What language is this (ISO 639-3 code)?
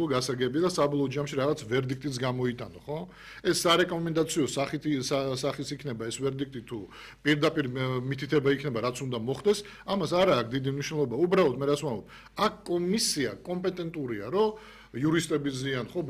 kat